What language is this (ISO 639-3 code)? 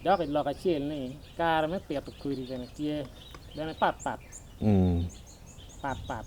ach